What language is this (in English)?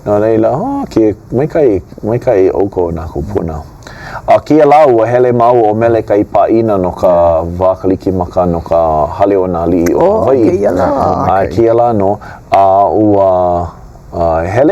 Hawaiian